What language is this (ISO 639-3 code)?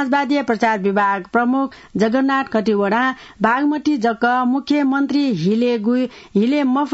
new